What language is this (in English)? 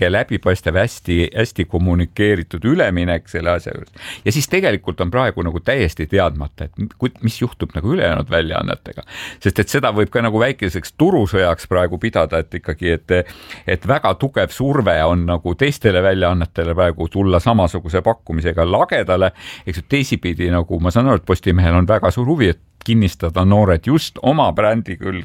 Estonian